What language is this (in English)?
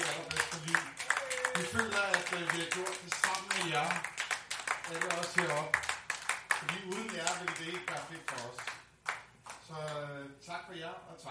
Danish